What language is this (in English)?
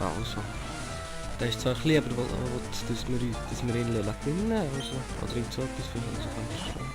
Swiss German